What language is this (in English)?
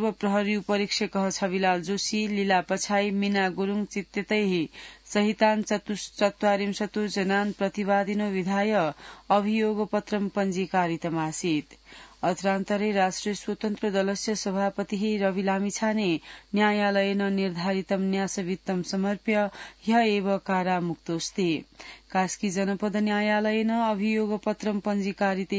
Sanskrit